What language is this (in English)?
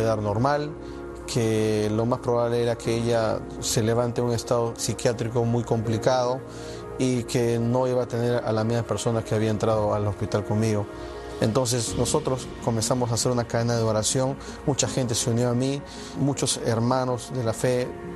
Spanish